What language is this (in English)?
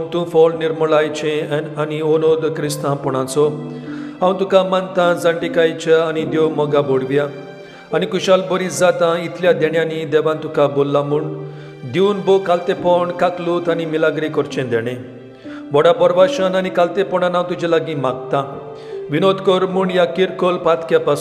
Konkani